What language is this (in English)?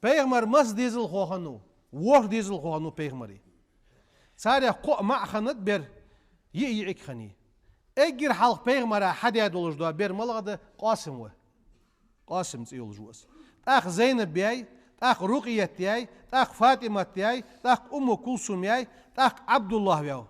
Ingush